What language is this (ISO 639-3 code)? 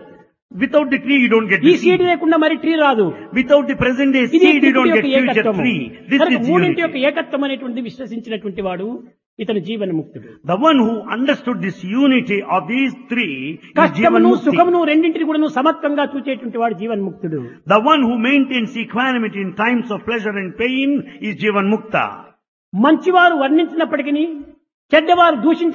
tel